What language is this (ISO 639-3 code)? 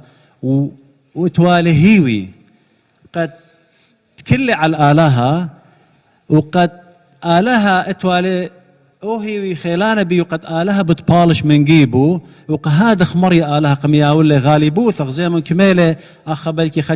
aii